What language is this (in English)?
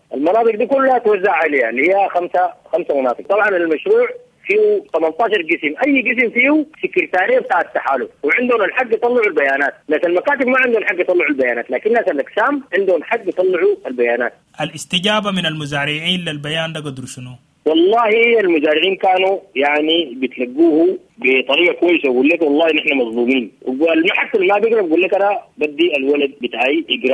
Sudanese Arabic